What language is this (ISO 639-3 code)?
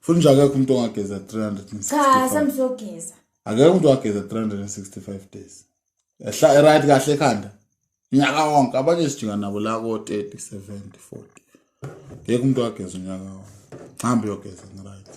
zul